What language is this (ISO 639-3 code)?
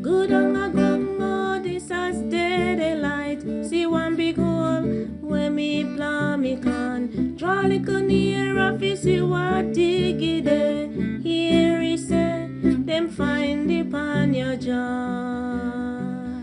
jam